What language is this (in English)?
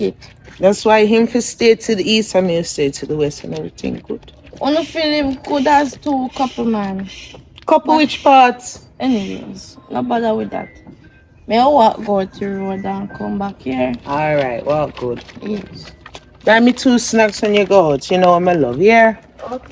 Jamaican Creole English